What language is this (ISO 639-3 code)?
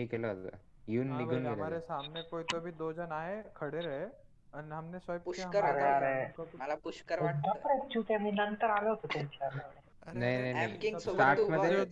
mar